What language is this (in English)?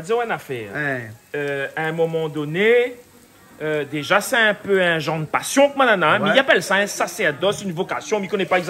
Réunion Creole French